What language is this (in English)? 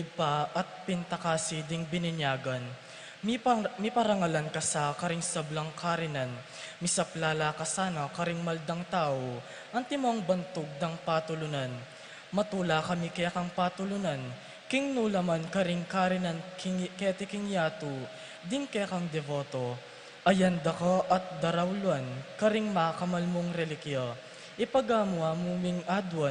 Pampanga